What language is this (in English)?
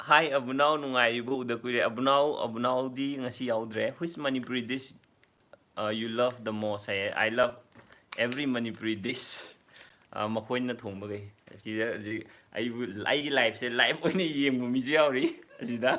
Manipuri